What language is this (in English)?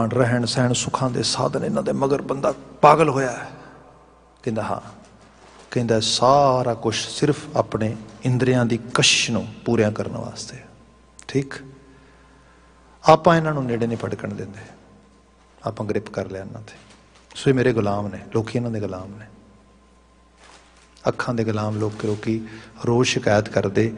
Punjabi